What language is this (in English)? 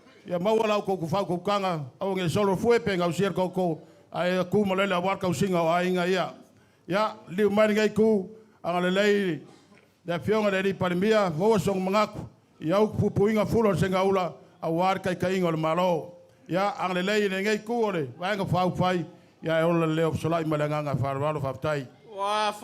Samoan